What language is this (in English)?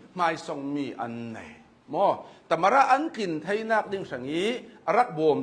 Hakha Chin